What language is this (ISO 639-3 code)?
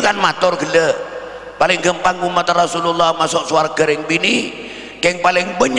mad